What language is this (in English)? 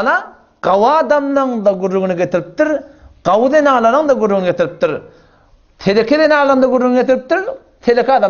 Turkmen